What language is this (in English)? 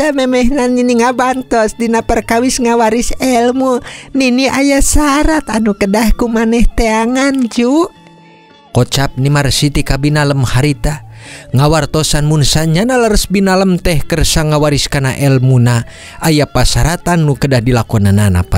Sundanese